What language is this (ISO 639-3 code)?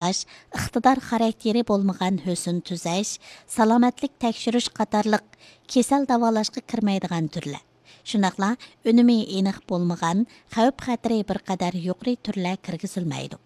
uig